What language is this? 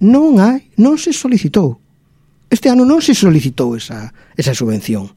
Galician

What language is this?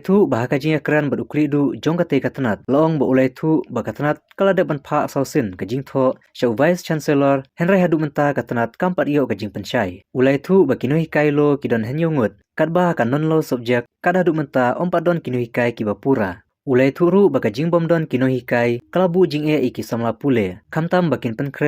Khasi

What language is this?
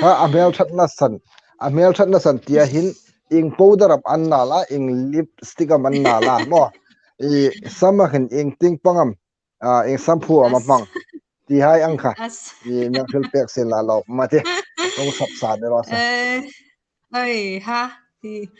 Hmar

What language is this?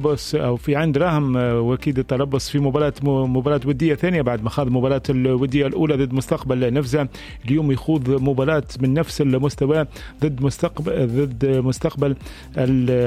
Tunisian Arabic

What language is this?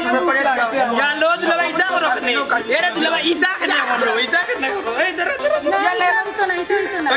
Sylheti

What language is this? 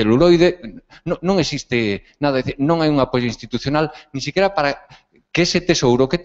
Galician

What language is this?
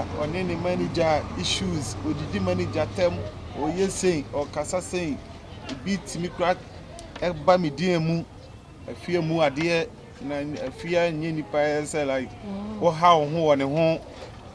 Akan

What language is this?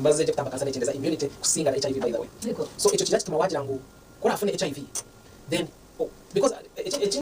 Nyankole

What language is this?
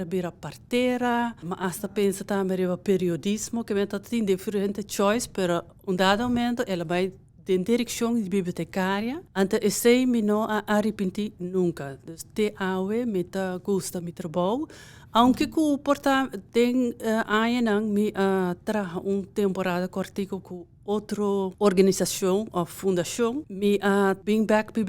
Papiamento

